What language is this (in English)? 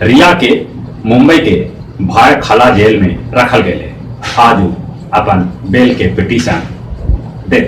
Magahi